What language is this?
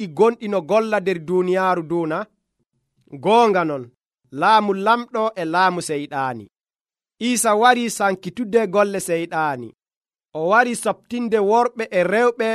Nigerian Fulfulde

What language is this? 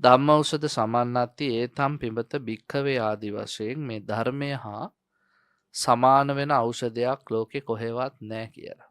Sinhala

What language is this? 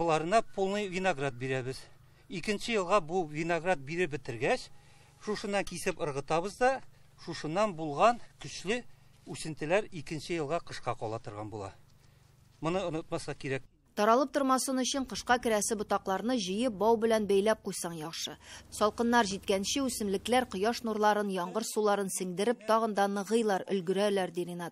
Tatar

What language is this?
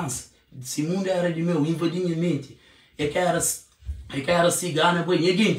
Kabuverdianu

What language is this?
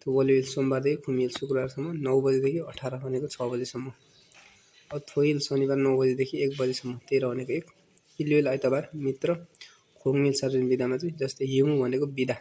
Nepali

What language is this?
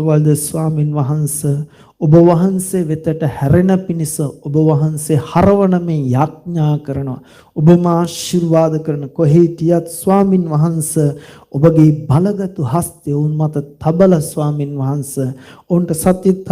Sinhala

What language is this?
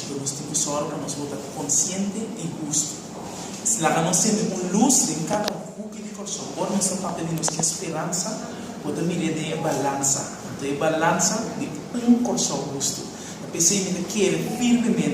Papiamento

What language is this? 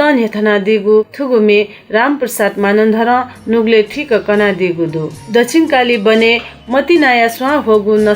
Newari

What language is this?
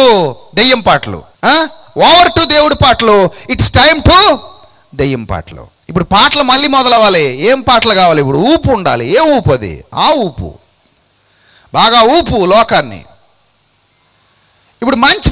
Telugu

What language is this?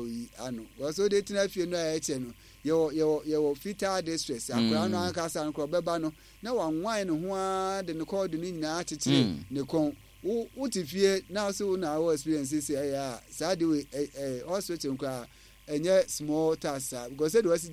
Akan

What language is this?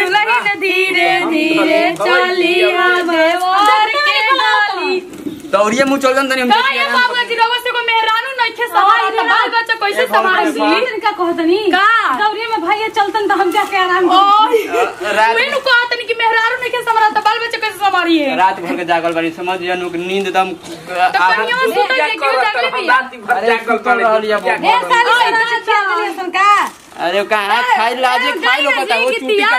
Bhojpuri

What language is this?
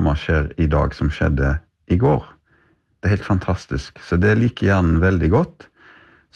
Norwegian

